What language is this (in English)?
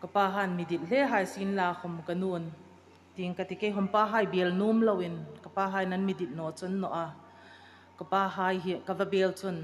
Hmar